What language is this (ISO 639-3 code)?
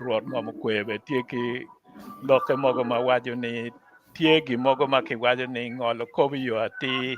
ach